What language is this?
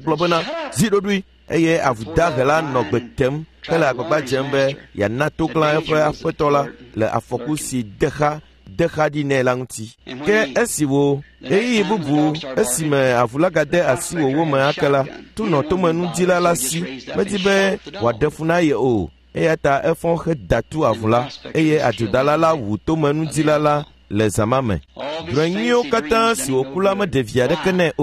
Ewe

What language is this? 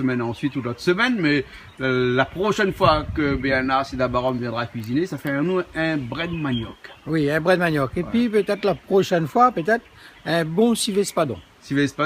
Réunion Creole French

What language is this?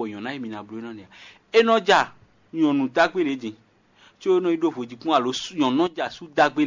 Fon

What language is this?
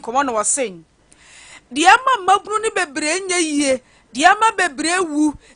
Akan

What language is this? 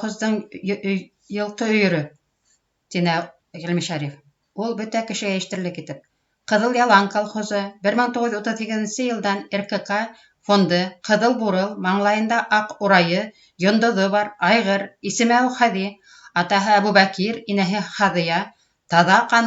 Bashkir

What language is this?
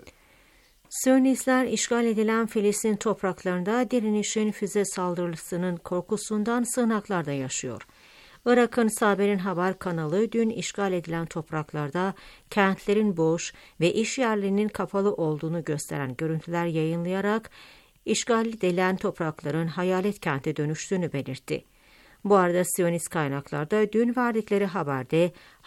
Turkish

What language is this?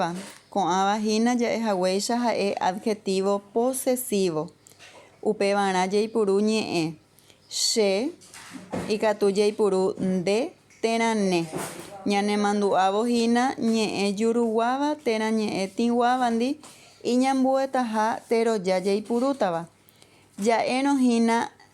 Guarani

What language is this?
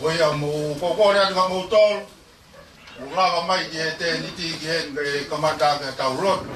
Tongan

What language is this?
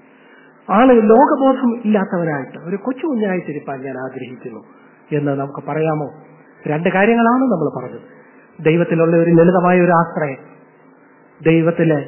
Malayalam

